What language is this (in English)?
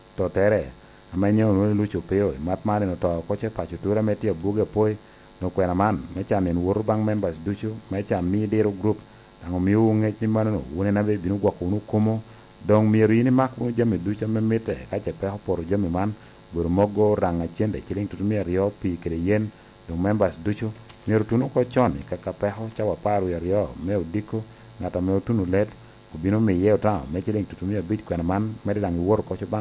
Lango (Uganda)